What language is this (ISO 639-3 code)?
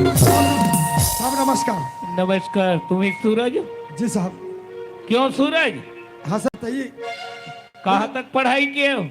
hne